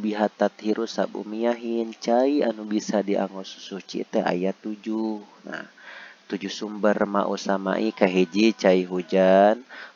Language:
Sundanese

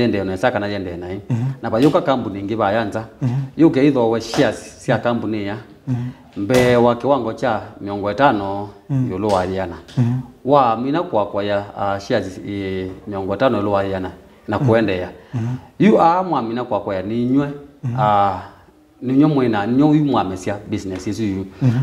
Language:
Kamba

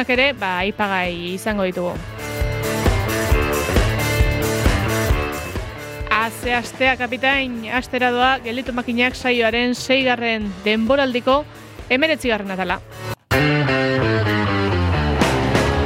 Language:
Basque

